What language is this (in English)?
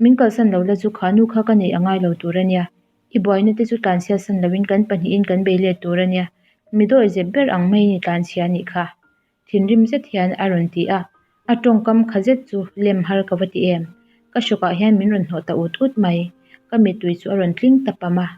Mizo